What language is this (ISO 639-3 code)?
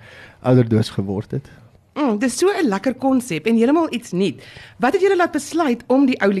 afr